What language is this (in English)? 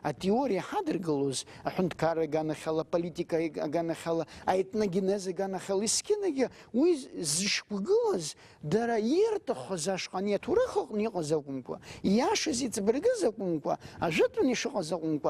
Abkhazian